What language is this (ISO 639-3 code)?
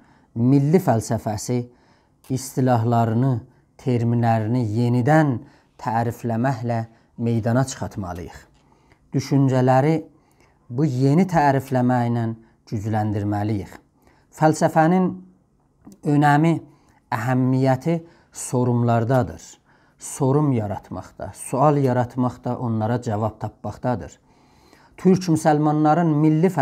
azb